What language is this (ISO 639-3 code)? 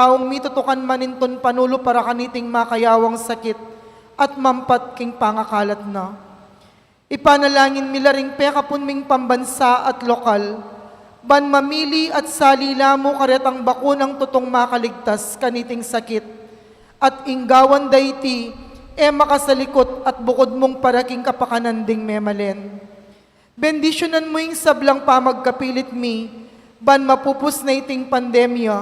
pam